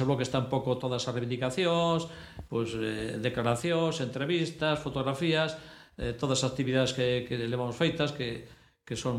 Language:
Galician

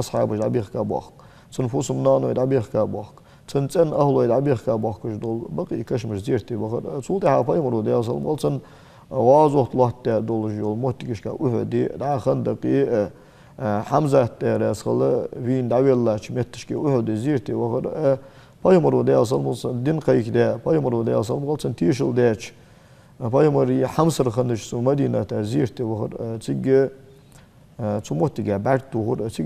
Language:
Ingush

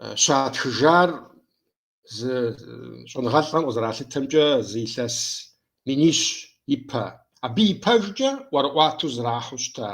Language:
Kabardian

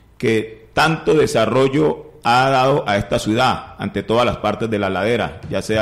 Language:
Spanish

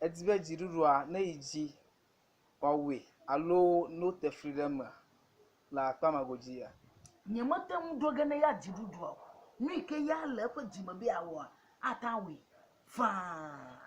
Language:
Ewe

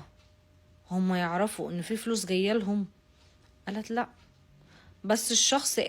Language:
Egyptian Arabic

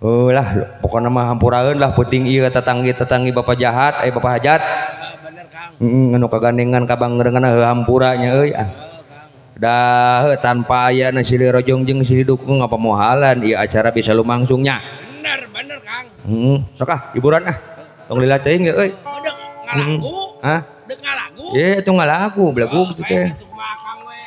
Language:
Sundanese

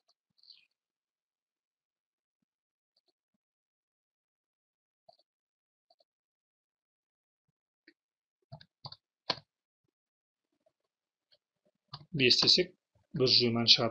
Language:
Kazakh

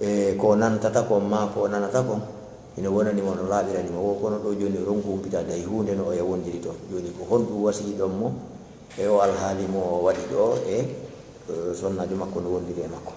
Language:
Fula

